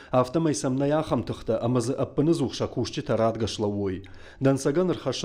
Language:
Ossetic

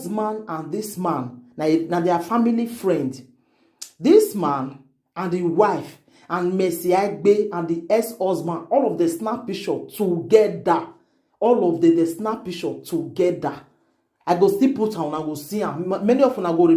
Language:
Nigerian Pidgin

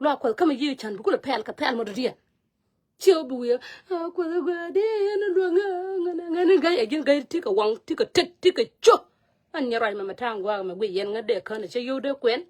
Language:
Nuer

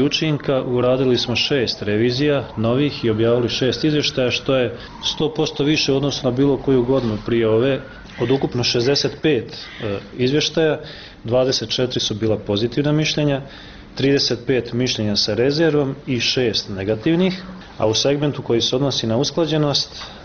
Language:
Bosnian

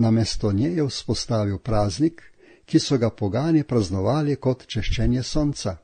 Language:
Slovenian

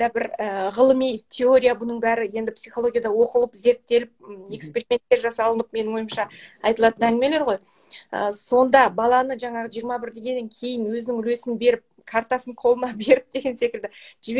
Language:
Kazakh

